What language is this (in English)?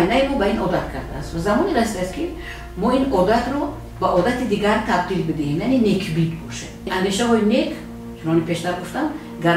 Tajik